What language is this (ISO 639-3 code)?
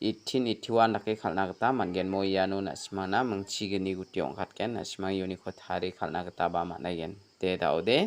grt